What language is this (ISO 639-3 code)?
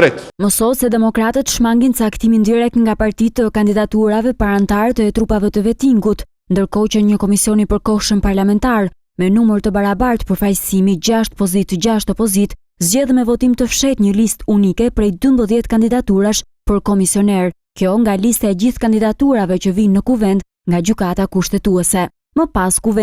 sqi